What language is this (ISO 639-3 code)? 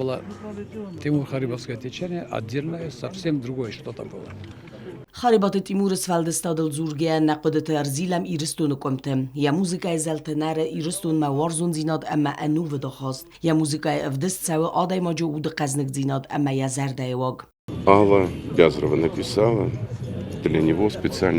oss